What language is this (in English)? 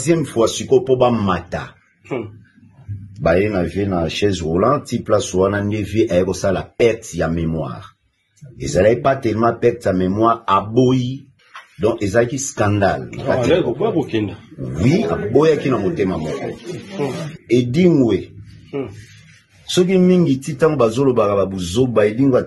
Lingala